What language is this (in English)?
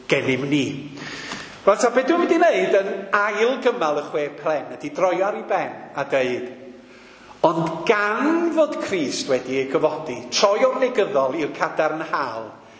Welsh